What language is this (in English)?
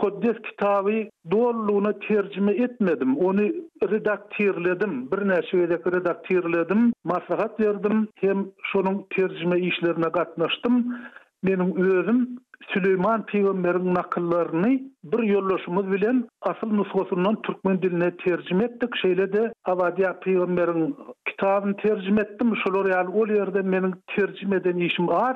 Turkmen